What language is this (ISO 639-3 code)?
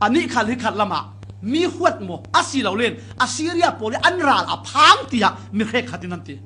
cfm